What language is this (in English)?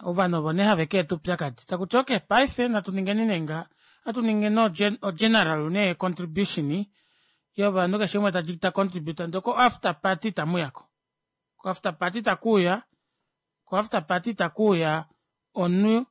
Kuanyama